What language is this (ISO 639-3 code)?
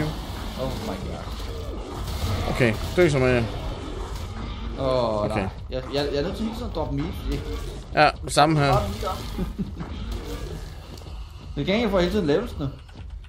dan